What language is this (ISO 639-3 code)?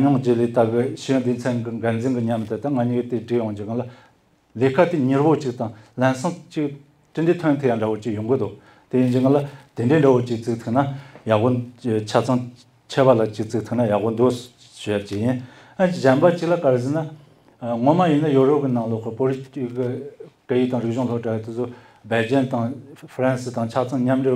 bod